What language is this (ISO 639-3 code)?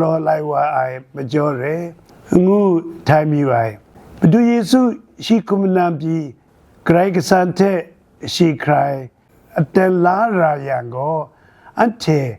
kac